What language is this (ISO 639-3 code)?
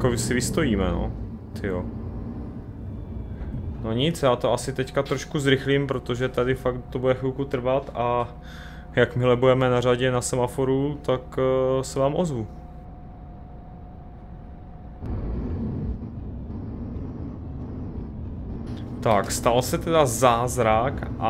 ces